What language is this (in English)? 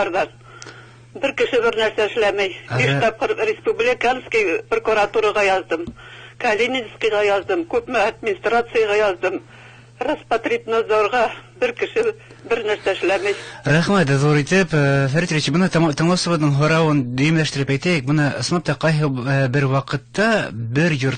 Bashkir